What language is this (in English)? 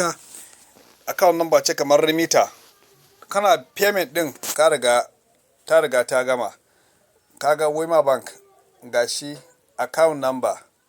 Hausa